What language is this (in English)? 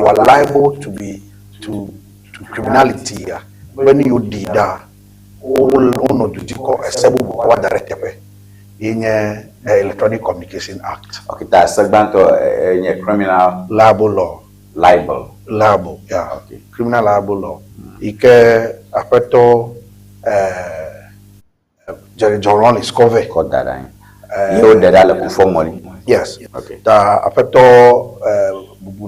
Ewe